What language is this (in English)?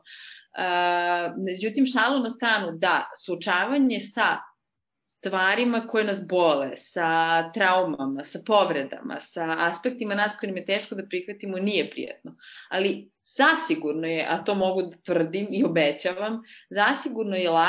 Serbian